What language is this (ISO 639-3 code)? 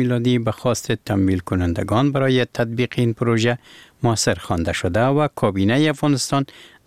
fas